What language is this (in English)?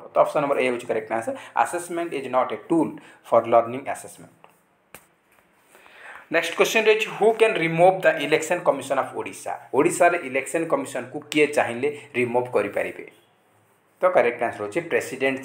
Odia